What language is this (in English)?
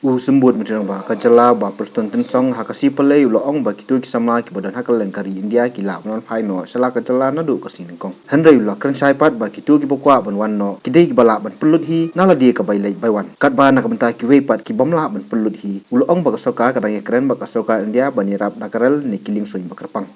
Khasi